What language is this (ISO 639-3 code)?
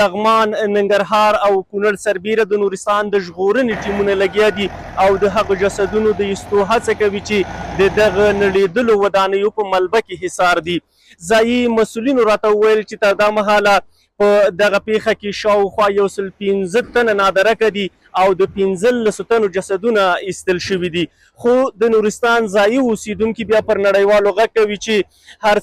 pus